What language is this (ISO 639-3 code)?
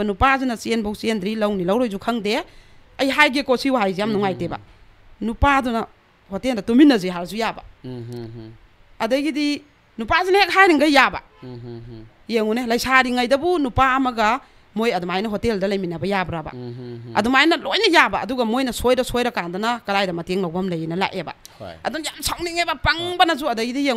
mni